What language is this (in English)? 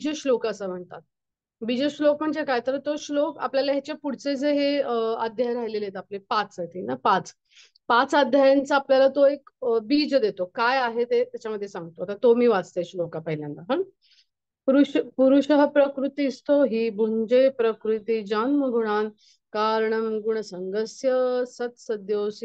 Marathi